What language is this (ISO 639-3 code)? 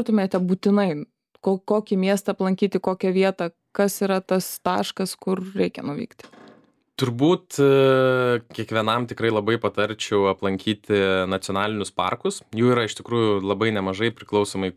lit